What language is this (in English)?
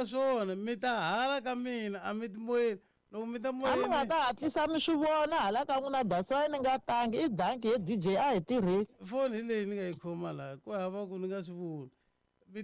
Tsonga